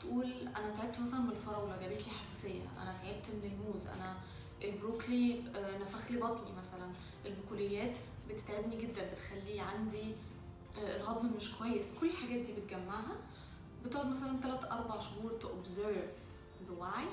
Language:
Egyptian Arabic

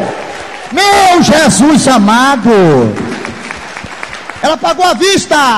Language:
Portuguese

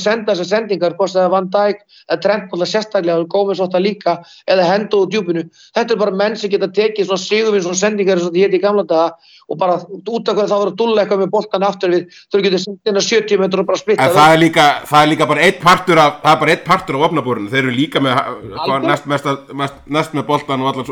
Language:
Icelandic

